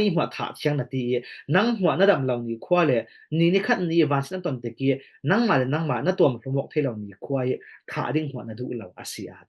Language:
Falam Chin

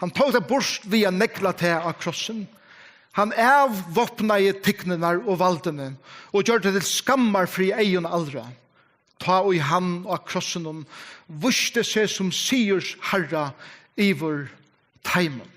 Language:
Faroese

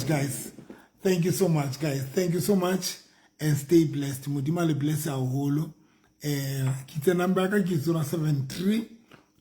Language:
Southern Sotho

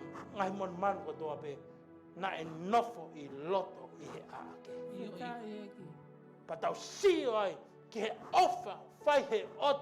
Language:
Tongan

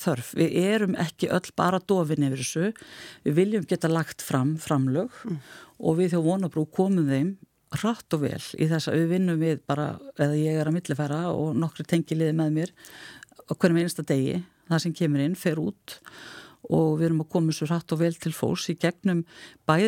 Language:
Icelandic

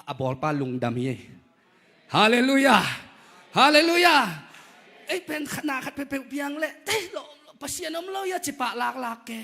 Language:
Tedim Chin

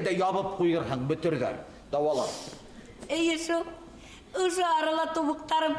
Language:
Bashkir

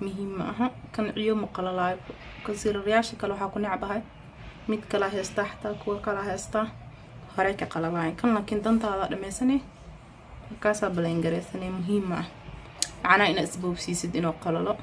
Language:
Somali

